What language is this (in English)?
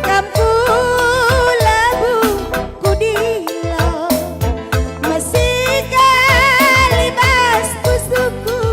Batak Karo